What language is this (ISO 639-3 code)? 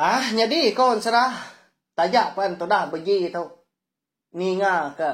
iba